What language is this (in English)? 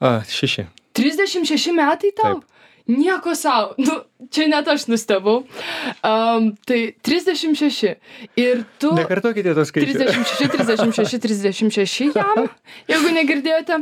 Lithuanian